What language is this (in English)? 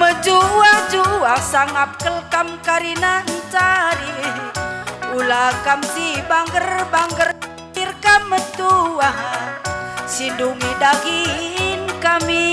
Batak Karo